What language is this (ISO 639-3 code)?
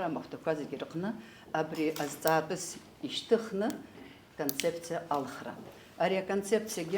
abk